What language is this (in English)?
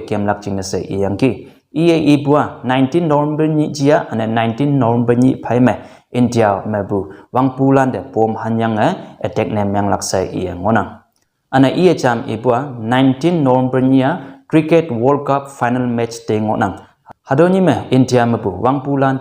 Konyak Naga